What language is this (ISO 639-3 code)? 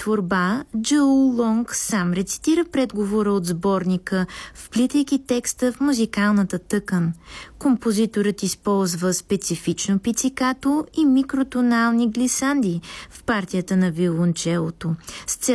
bul